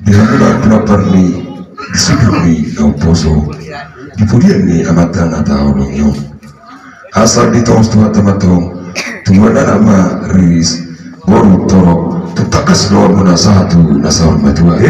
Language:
Batak Toba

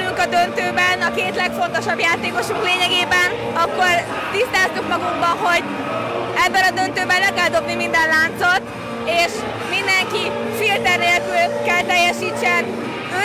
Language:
Hungarian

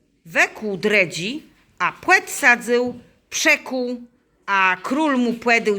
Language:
Kashubian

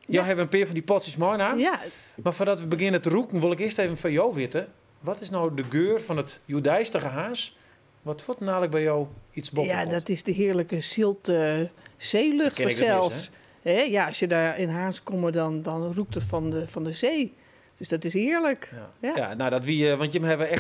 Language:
Western Frisian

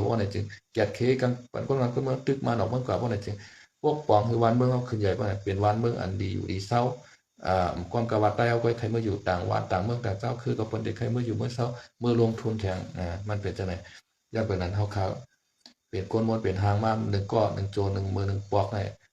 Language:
Shan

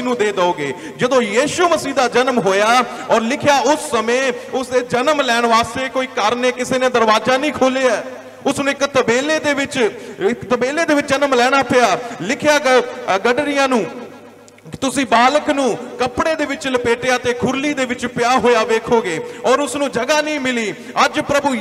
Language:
Punjabi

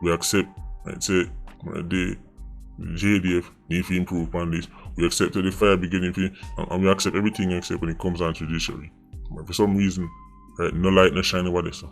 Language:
Jamaican Creole English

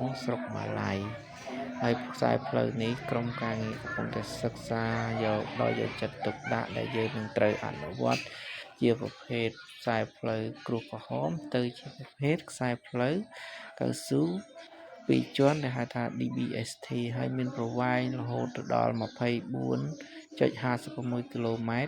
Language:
Khmer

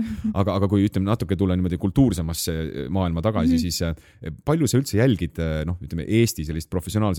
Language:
Estonian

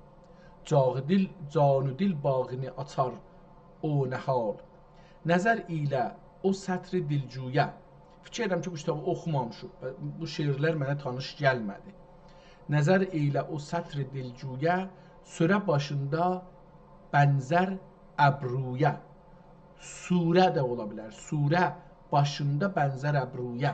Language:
South Azerbaijani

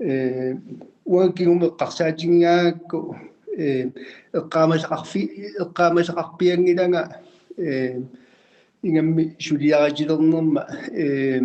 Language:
Kalaallisut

